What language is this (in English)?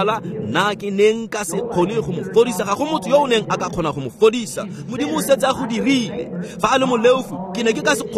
Tswana